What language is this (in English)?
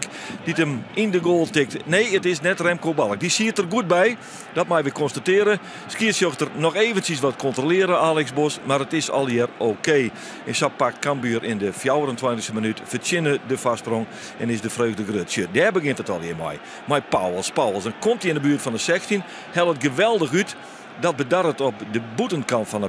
Western Frisian